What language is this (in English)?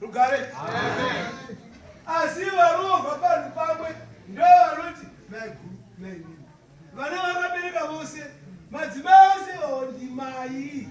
Shona